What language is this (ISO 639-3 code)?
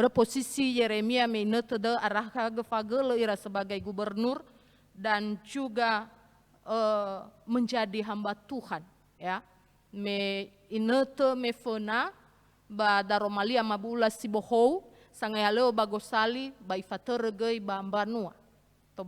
nia